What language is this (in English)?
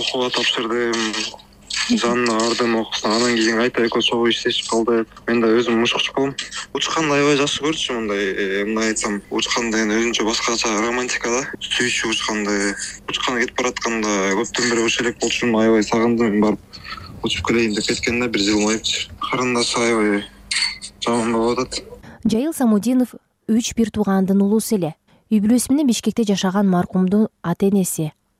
Kyrgyz